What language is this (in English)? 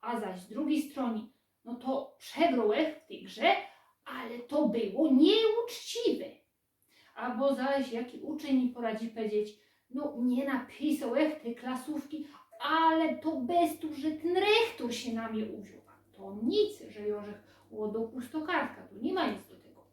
Silesian